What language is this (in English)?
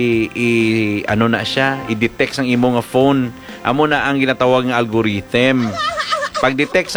Hiligaynon